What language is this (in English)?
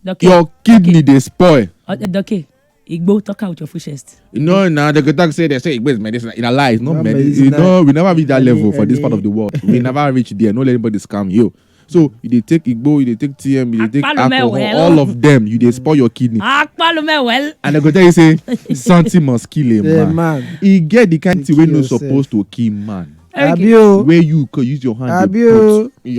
Nigerian Pidgin